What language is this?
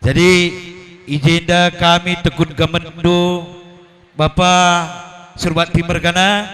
Batak Karo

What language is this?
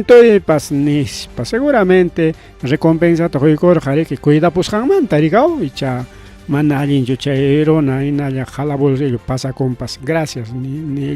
Ayacucho Quechua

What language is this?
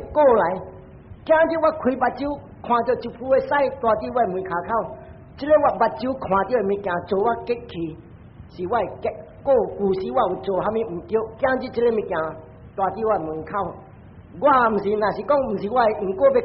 Min Nan Chinese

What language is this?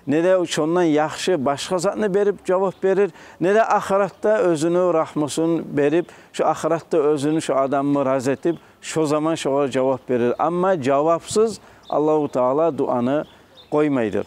Kumyk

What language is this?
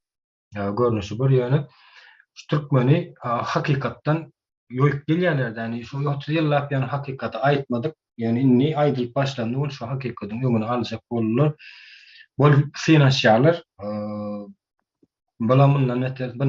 Turkmen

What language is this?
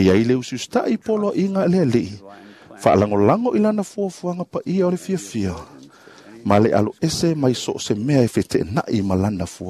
Samoan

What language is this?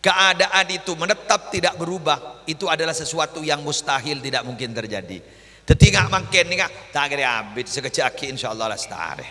Madurese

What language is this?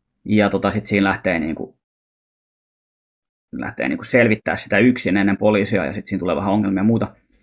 Finnish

